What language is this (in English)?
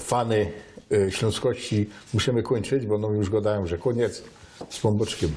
Silesian